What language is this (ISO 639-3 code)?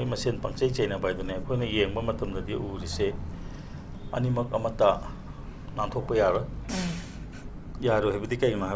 mni